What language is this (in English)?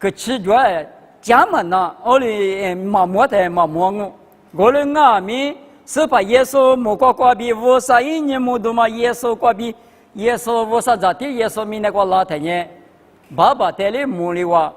Lisu